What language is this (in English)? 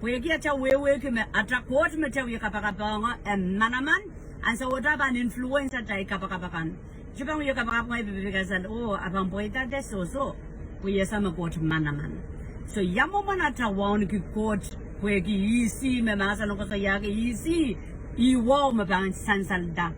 Pohnpeian